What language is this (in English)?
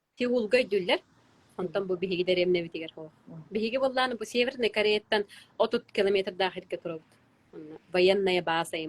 Yakut